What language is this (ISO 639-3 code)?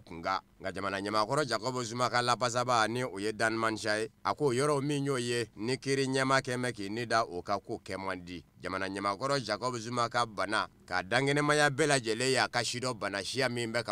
bam